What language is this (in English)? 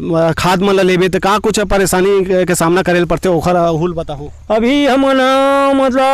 Chhattisgarhi